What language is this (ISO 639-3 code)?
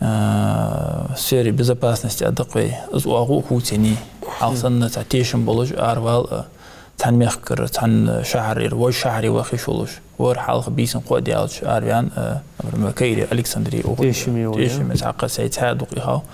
inh